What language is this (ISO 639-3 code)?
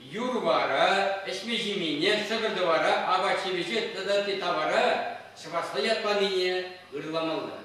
chv